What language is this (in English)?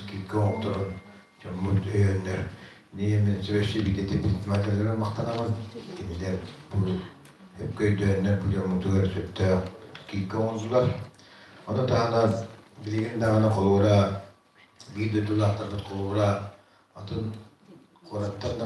Yakut